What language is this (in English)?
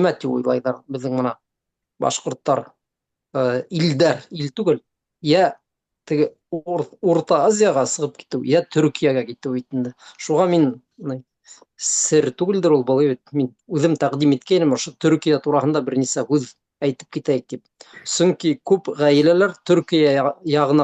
Bashkir